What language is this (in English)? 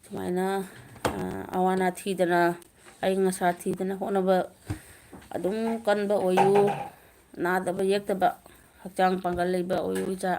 Manipuri